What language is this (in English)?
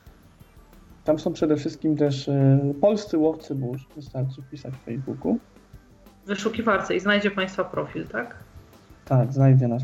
Polish